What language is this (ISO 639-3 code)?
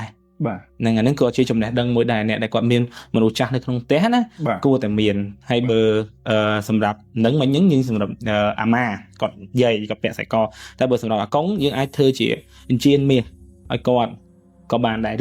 khm